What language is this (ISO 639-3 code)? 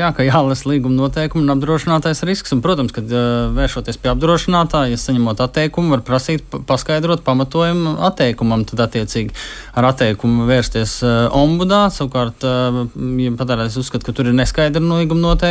lav